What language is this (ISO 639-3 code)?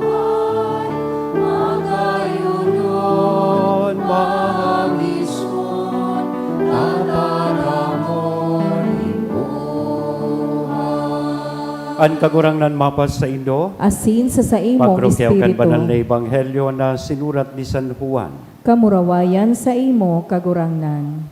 bik